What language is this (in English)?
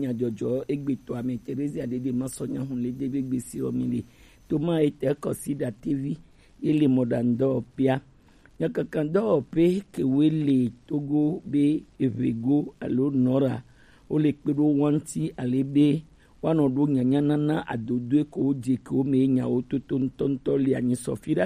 Gen